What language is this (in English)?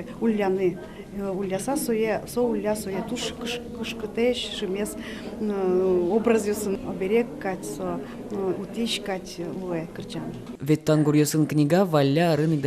Udmurt